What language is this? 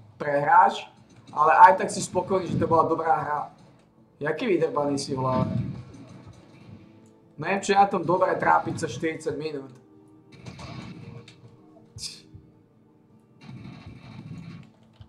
Slovak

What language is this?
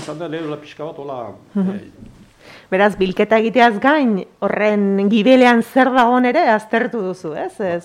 Basque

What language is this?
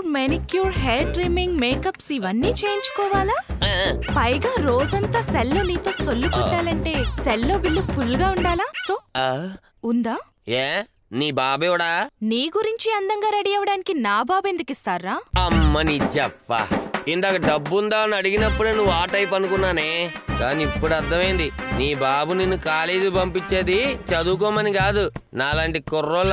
Telugu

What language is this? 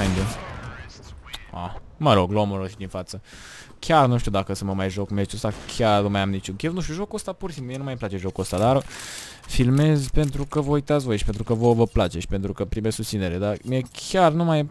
Romanian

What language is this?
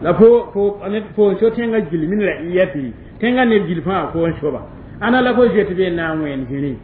Mossi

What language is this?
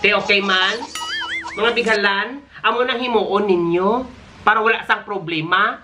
Hiligaynon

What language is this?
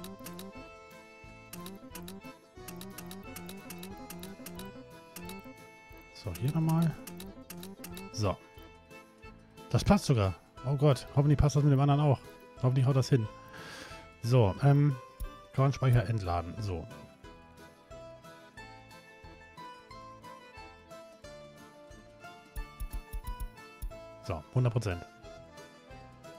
German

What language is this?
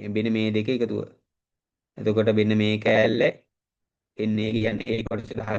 Sinhala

